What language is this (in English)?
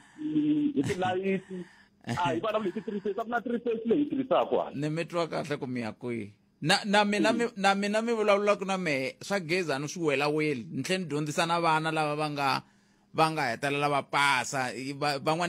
Tsonga